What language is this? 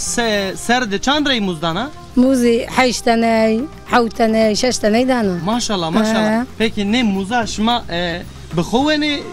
Zaza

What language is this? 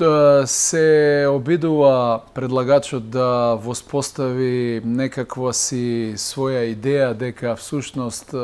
Macedonian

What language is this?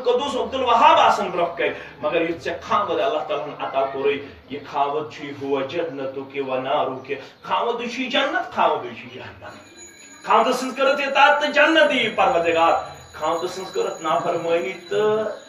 Kashmiri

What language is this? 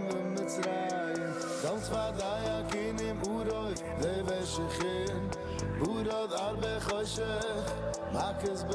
Yiddish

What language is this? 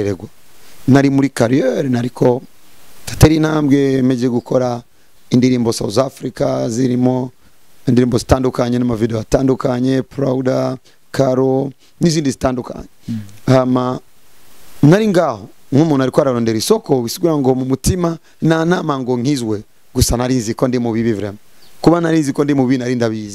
Rundi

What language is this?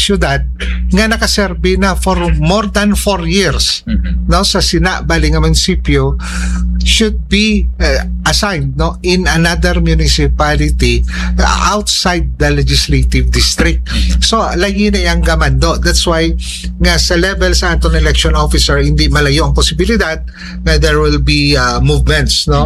Hiligaynon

